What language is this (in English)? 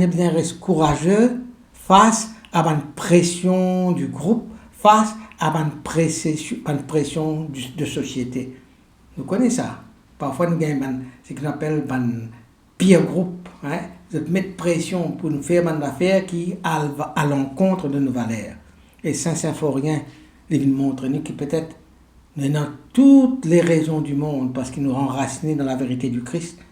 Morisyen